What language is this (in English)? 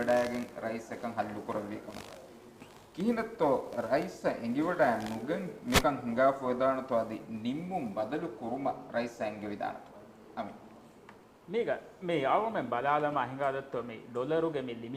Divehi